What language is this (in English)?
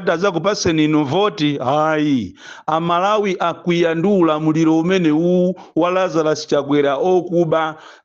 Nyanja